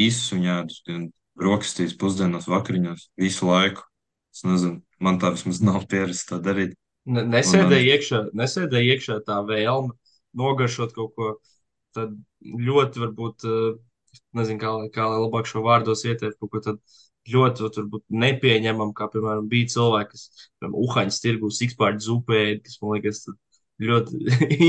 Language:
Latvian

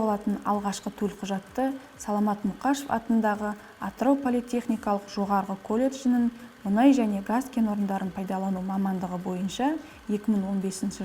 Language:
Kazakh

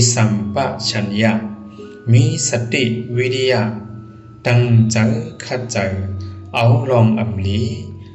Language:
Shan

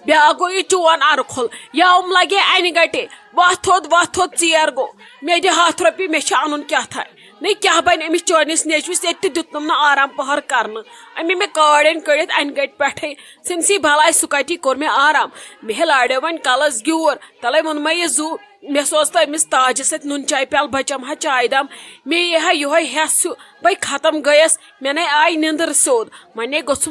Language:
Kashmiri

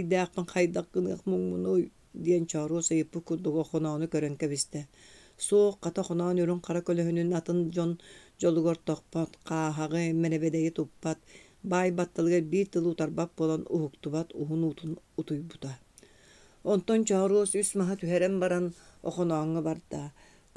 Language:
Yakut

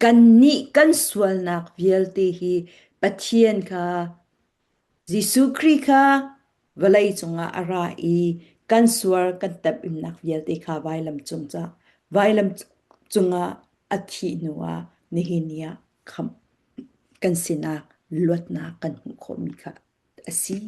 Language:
Falam Chin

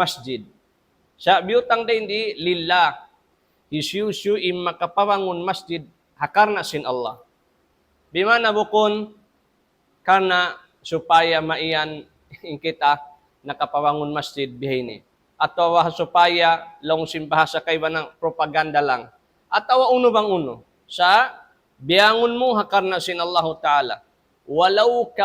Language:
Tausug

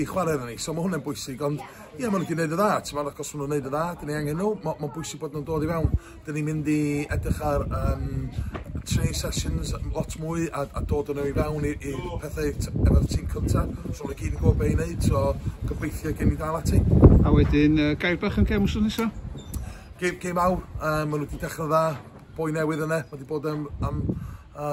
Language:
Welsh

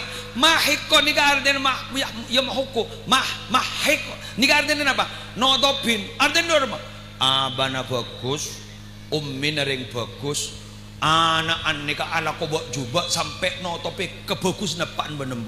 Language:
Madurese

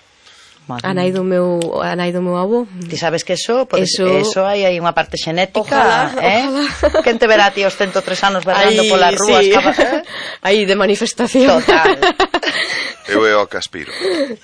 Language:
Galician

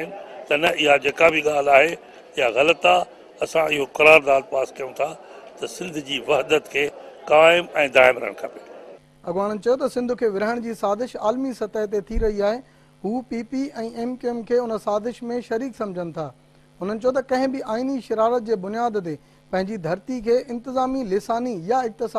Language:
Sindhi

